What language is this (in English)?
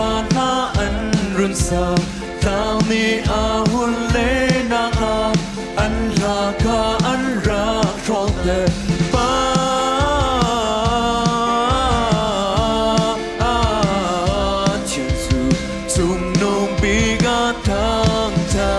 Hakha Chin